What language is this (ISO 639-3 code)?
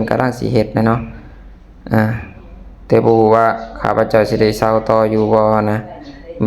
lao